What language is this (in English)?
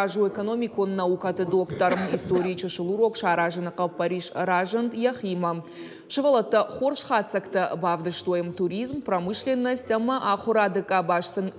Ossetic